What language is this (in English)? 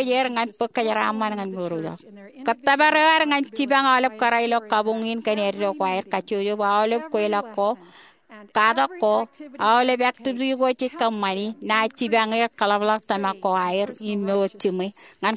Marshallese